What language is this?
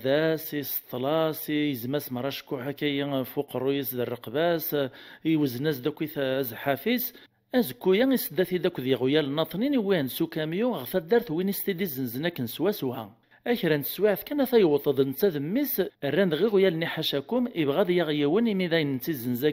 Kabyle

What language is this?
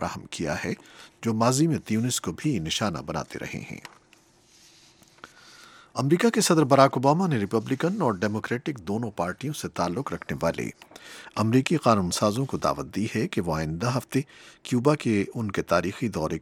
Urdu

